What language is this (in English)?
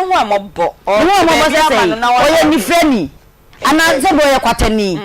Akan